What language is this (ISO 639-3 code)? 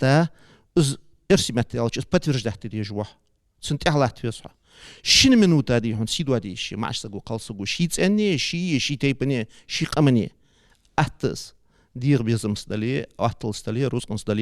inh